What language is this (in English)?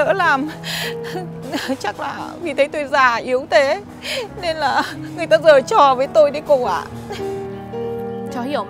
Vietnamese